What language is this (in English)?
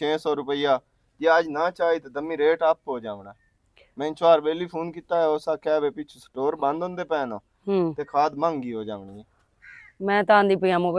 Western Panjabi